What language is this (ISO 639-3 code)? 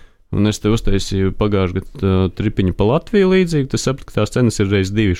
lav